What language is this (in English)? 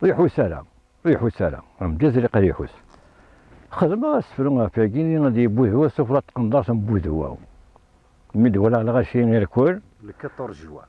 Kabyle